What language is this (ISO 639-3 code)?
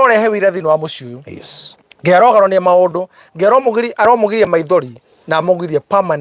kik